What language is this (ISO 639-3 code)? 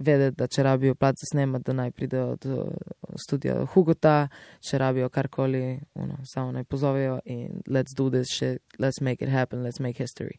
slv